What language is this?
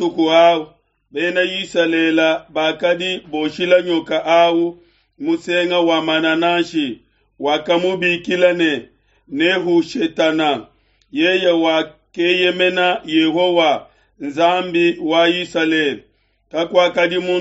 Luba-Lulua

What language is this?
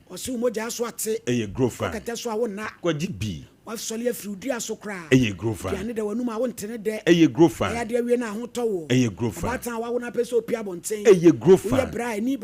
Akan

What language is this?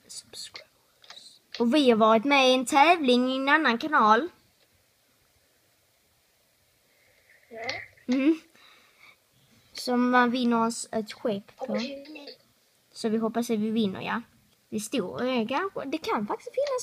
Swedish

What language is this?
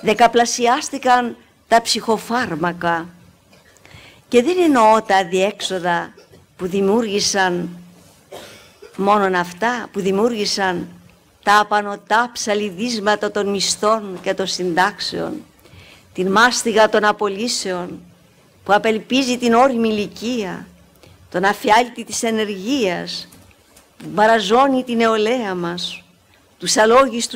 Greek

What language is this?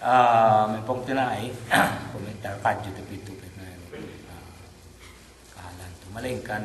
Yakan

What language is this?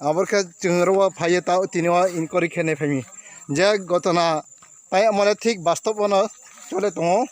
Riang (India)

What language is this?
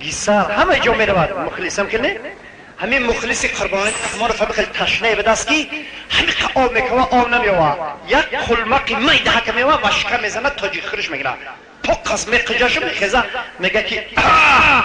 Tajik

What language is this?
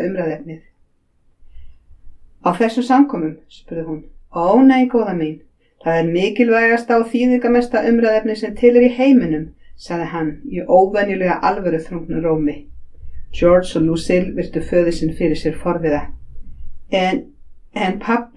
Icelandic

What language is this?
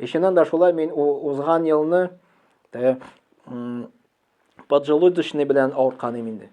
Tatar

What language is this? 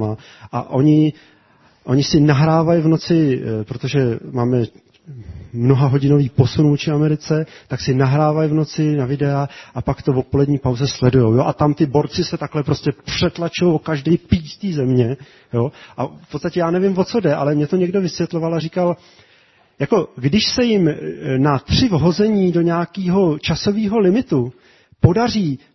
Czech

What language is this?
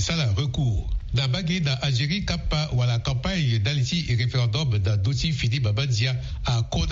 Sango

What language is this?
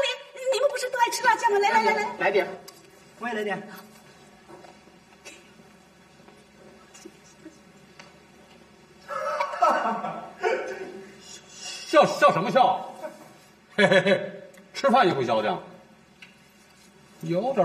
Chinese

